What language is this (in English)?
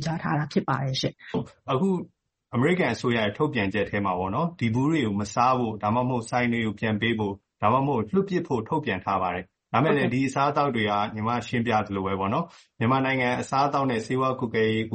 Burmese